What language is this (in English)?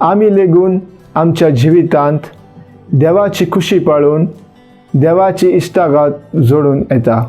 Konkani